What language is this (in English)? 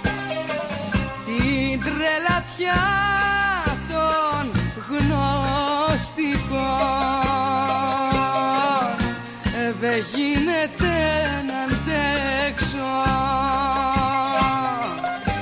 Greek